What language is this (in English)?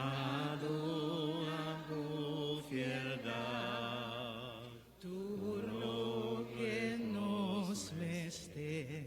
Papiamento